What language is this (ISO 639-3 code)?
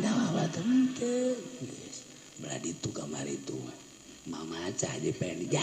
sun